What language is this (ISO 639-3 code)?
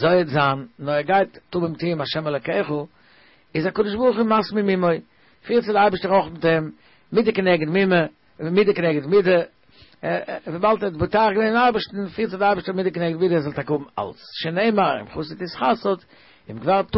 yid